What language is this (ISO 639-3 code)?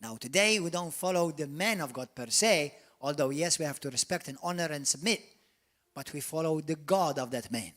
eng